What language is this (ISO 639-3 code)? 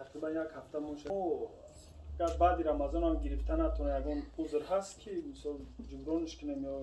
tgk